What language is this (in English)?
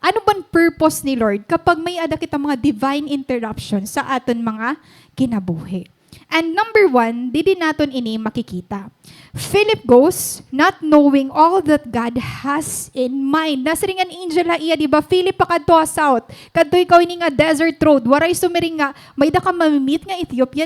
Waray